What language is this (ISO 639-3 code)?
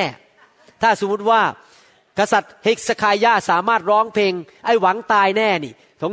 tha